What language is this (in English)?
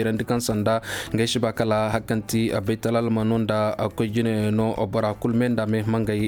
Koyraboro Senni